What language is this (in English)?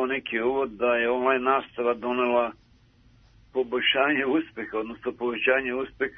Serbian